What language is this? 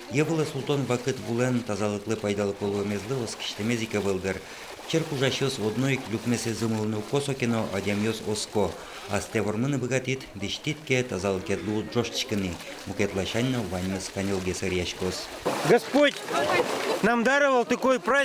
Udmurt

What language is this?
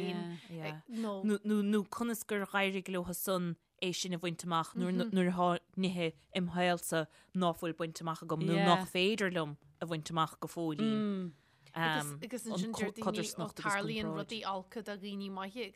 Irish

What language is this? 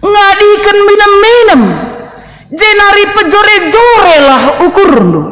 Batak Karo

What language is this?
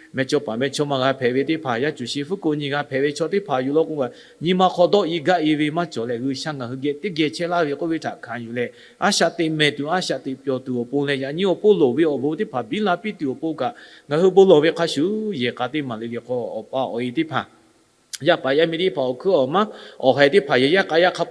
Lahu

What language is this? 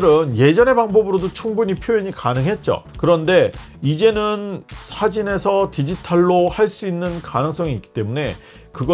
Korean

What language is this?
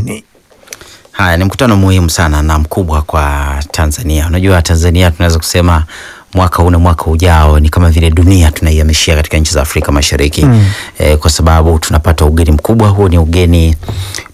Swahili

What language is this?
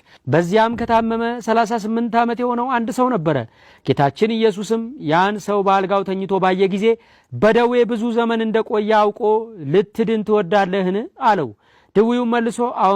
Amharic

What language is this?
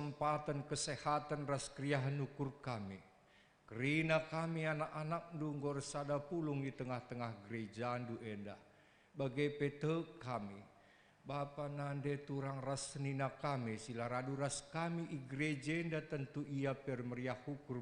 Batak Karo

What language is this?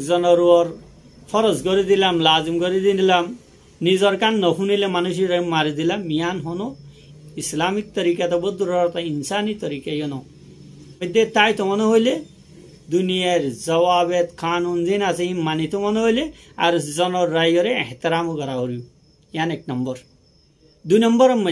Rohingya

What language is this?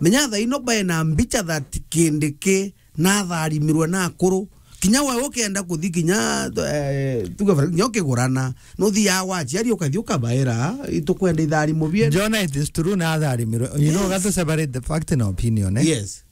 Meru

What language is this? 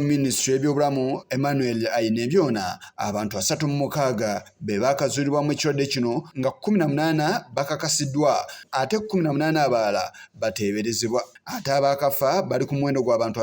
Ganda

